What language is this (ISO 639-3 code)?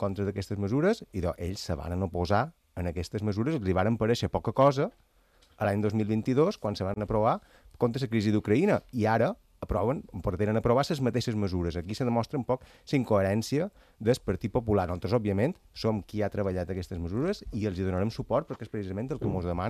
cat